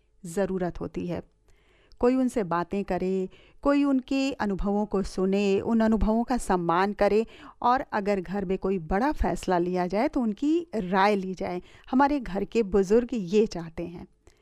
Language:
Hindi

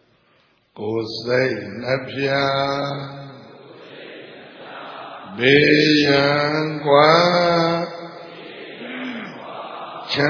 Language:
Burmese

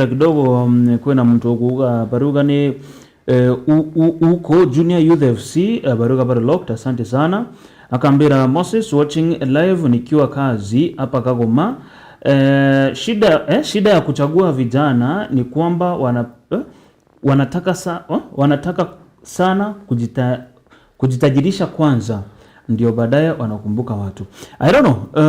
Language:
Meru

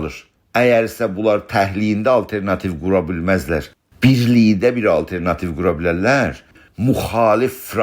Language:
South Azerbaijani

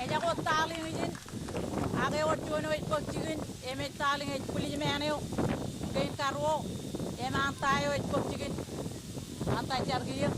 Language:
Marshallese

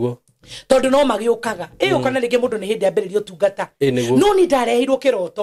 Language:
Kikuyu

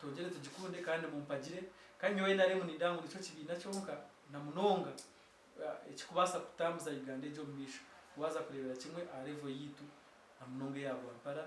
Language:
Nyankole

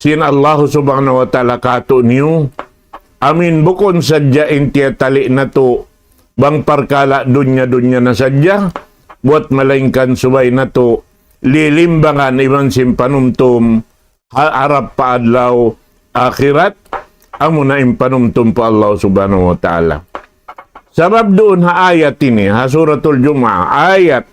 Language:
Tausug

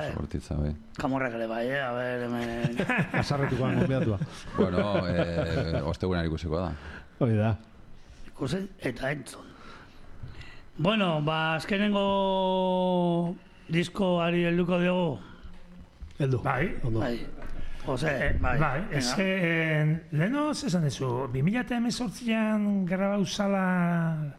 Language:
Basque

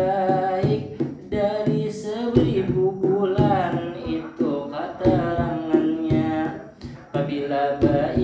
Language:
Banjar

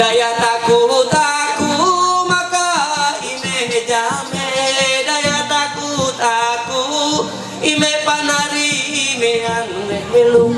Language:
Ma'anyan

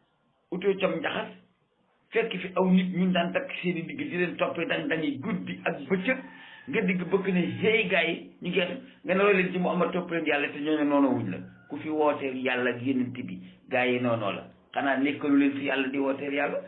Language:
Wolof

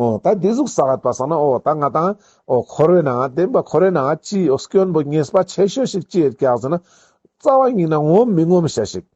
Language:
Ladakhi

